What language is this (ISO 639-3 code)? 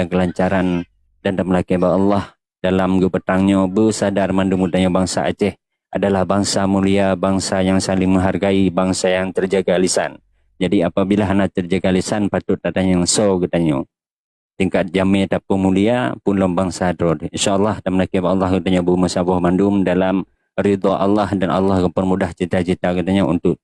ace